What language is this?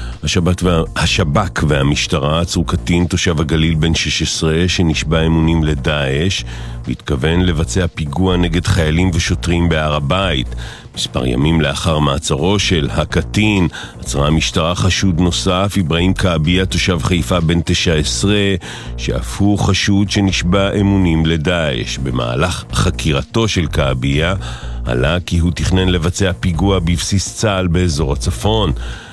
Hebrew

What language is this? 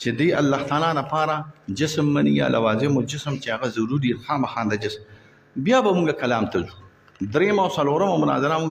Pashto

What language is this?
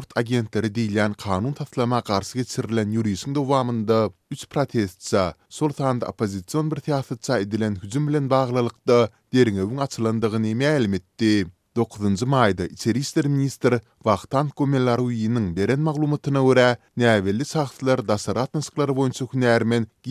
Turkmen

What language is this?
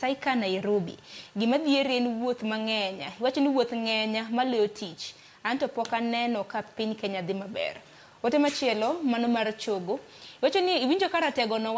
Luo (Kenya and Tanzania)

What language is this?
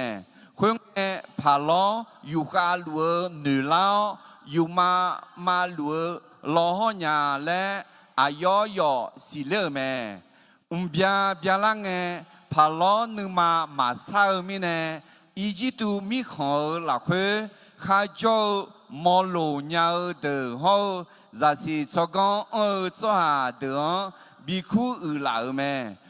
Akha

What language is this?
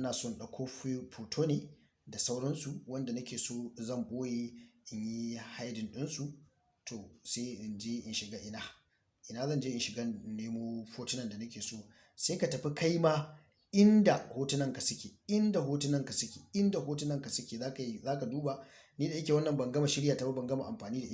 Hausa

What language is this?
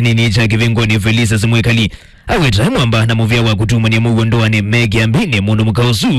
Kamba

